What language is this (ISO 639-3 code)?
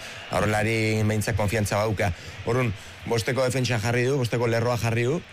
eus